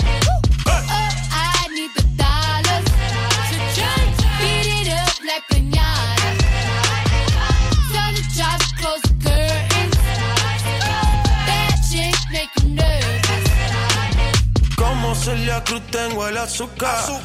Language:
English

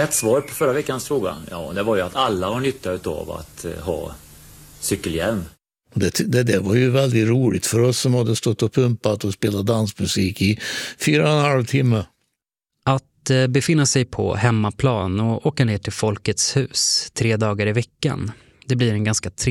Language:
Swedish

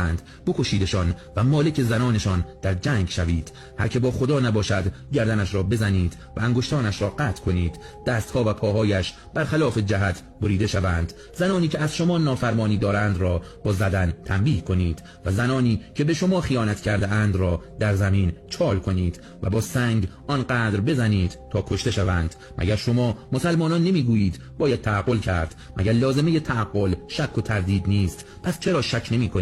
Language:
Persian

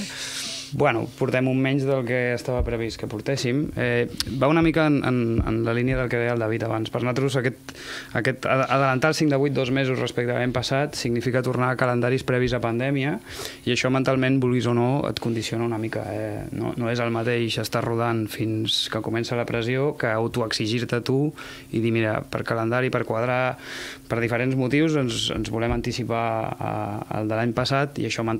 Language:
Catalan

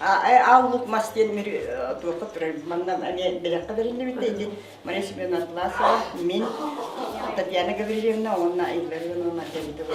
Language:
Yakut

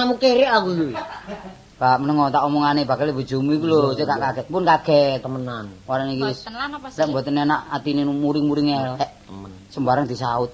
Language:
Javanese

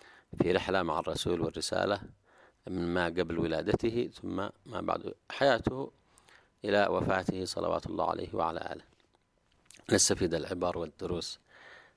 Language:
Arabic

